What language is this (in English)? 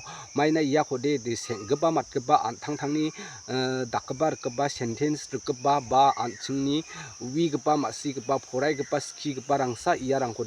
Garo